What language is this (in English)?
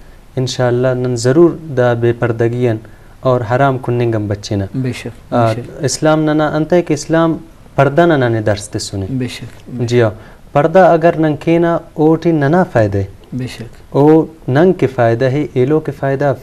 Brahui